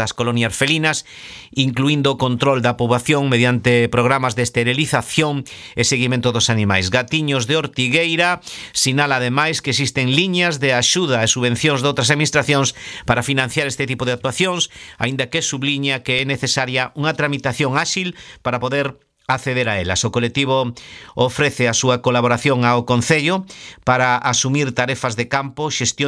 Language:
Galician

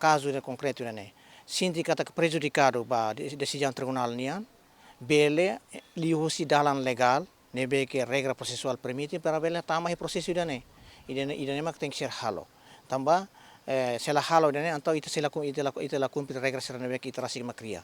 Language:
Tetum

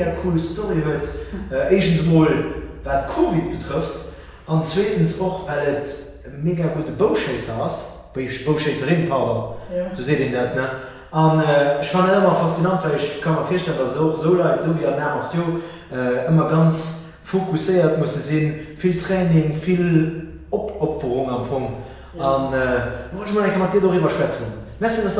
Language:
Luxembourgish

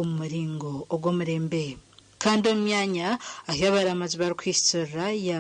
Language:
Nyankole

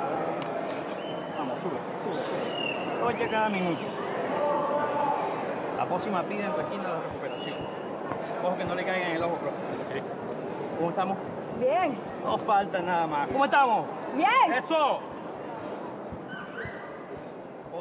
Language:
Spanish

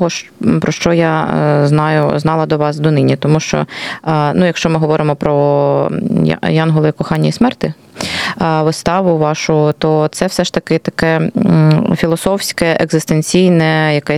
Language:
Ukrainian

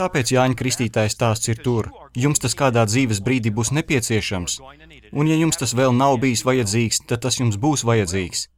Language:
Latvian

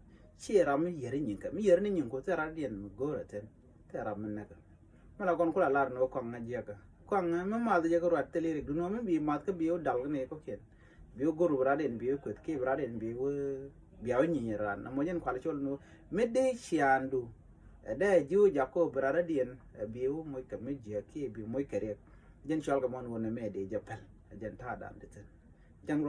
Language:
Nuer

